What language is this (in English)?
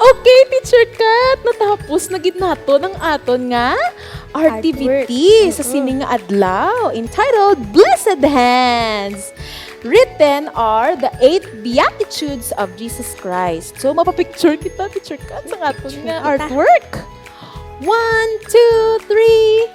Hiligaynon